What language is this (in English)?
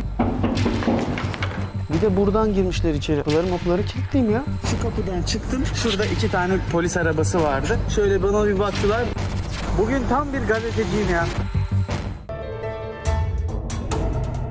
Turkish